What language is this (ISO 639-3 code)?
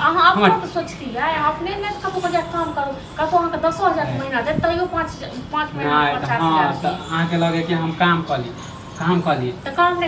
mai